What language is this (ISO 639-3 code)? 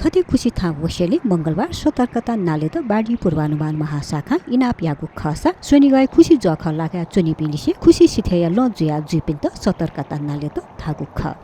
new